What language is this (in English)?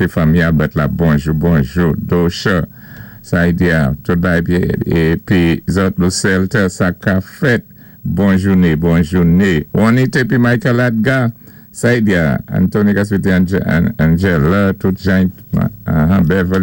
Saint Lucian Creole French